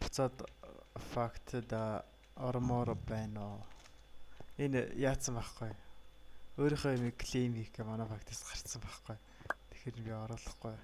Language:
Mongolian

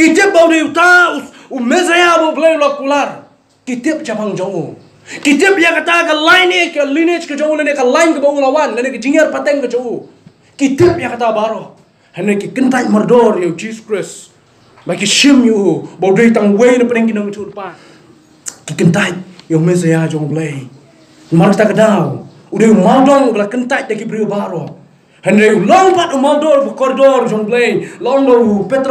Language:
Khasi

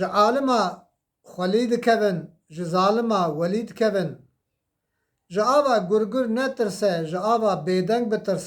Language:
Kurdish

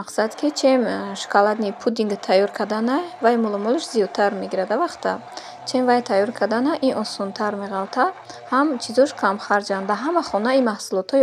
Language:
Tajik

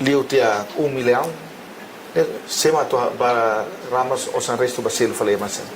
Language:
Tetum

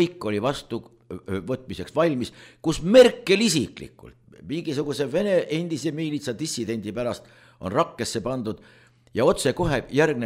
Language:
Estonian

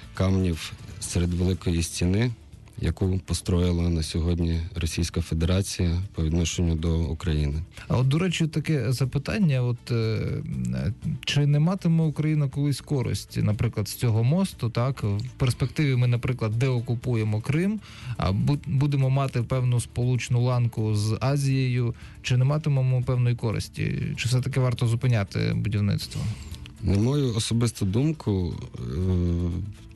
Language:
Ukrainian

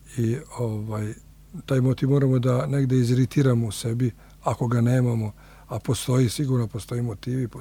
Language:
Serbian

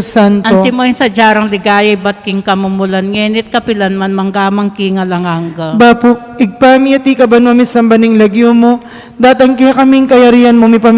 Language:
Pampanga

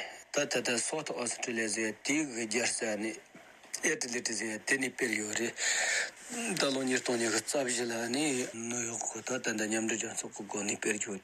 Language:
Tibetan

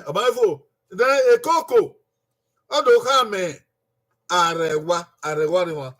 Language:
Bini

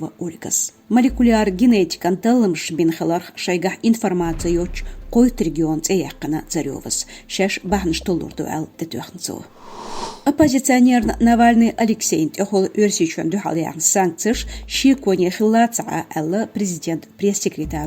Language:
Chechen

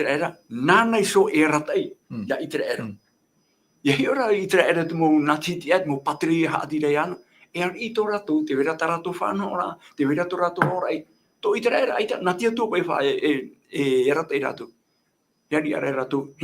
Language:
Tahitian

